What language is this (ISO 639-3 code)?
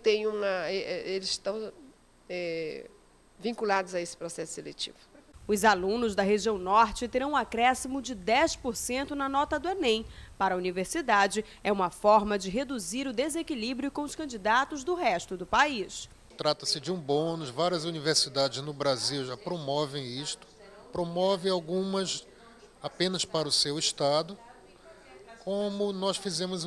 por